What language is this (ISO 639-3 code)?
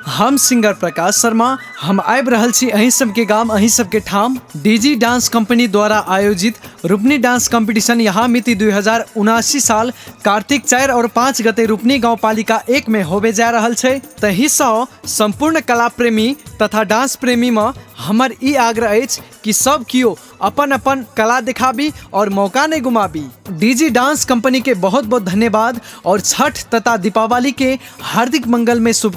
mai